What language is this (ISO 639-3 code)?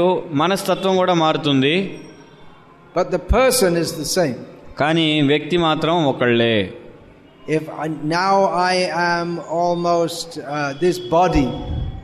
tel